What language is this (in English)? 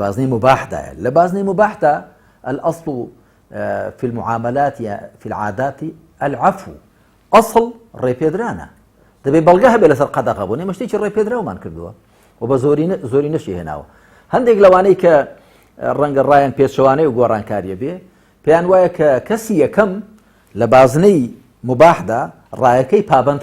Central Kurdish